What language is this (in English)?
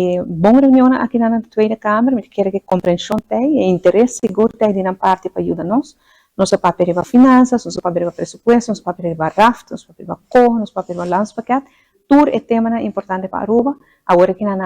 Papiamento